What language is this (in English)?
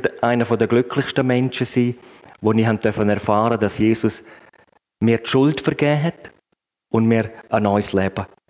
Swiss German